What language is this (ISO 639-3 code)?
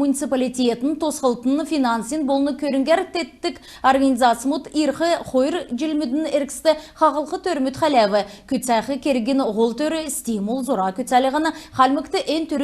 xal